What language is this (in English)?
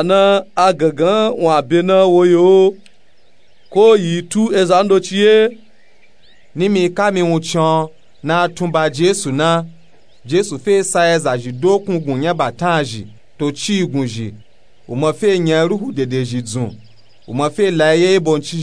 Nupe-Nupe-Tako